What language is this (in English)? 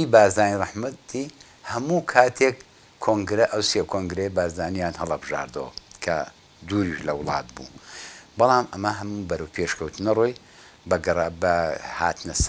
Central Kurdish